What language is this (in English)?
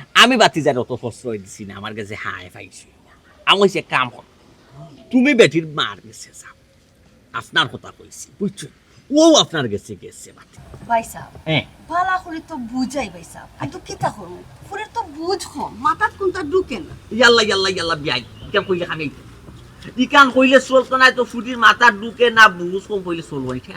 Sylheti